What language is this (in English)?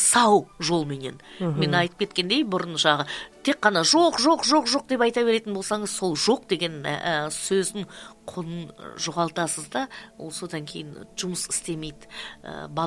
Kazakh